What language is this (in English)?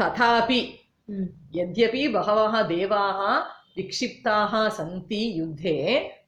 Sanskrit